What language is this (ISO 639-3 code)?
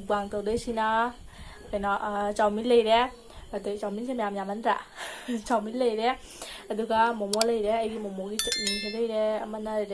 mni